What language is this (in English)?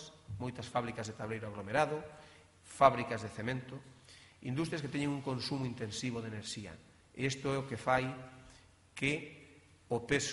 Galician